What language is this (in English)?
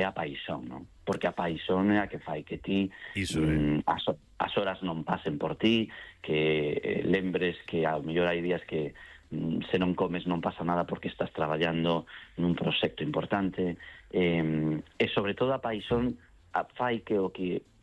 Galician